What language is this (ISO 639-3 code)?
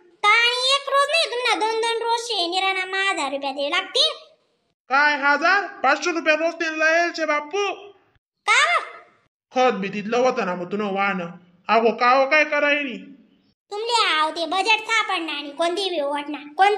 khn